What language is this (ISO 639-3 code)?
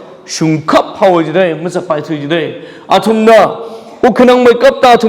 nmf